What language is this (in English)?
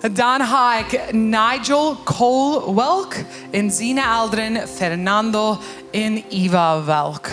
Plautdietsch